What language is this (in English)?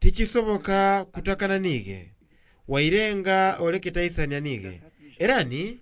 Soga